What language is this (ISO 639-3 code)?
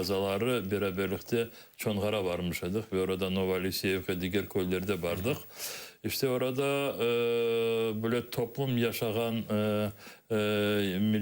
crh